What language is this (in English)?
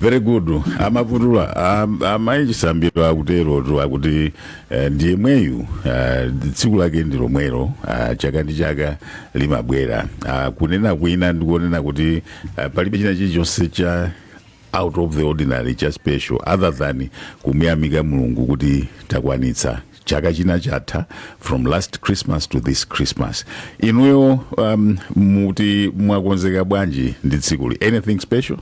Nyanja